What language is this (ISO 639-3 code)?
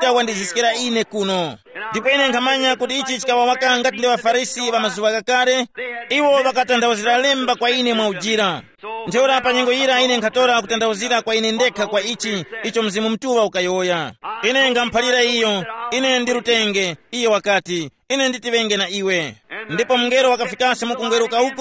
tum